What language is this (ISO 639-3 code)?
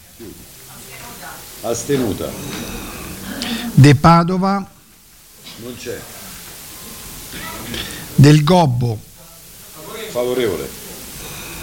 ita